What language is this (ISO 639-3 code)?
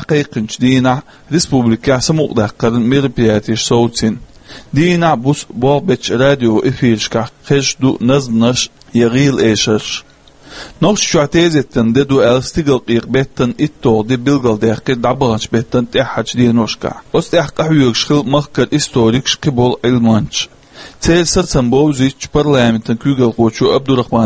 che